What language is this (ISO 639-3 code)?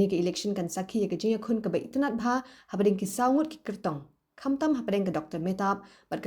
kha